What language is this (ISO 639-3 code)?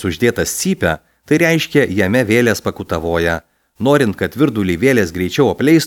lit